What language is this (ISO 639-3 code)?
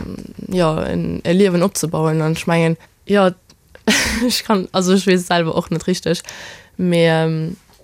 ltz